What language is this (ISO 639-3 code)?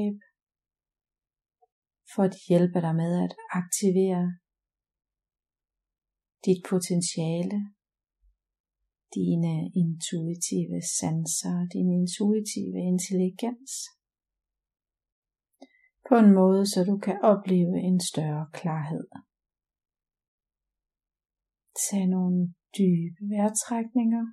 dan